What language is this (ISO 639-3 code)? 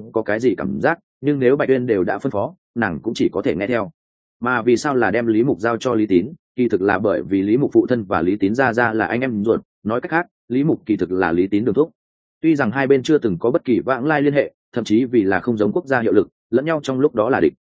vie